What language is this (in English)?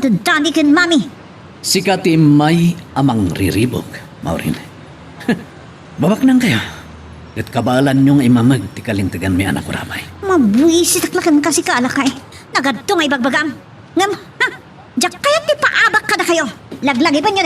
Iloko